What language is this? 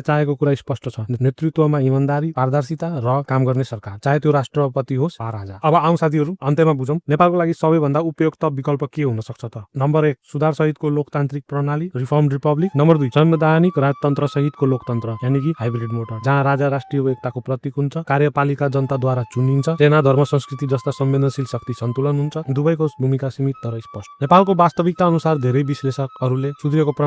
Nepali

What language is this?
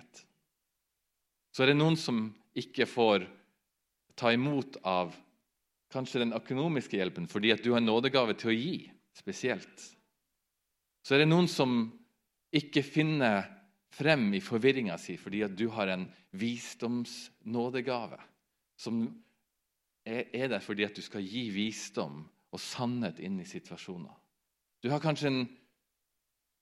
Norwegian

